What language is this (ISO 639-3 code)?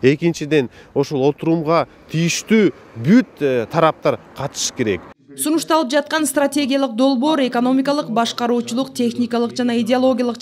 kir